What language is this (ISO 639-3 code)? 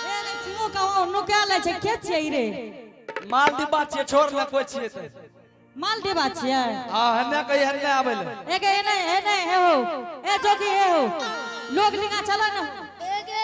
anp